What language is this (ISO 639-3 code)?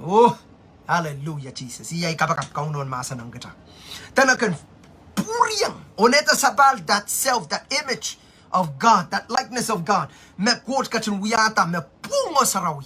pon